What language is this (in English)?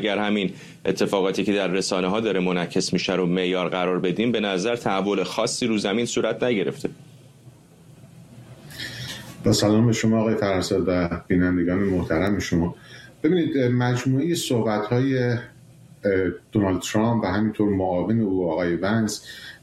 Persian